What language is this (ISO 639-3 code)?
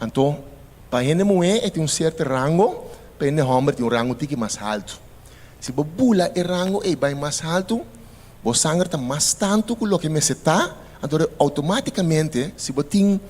pap